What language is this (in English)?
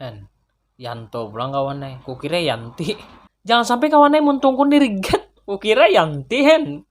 Banjar